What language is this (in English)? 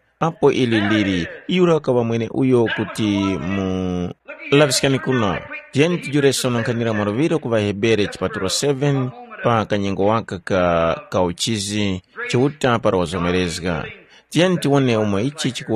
Tumbuka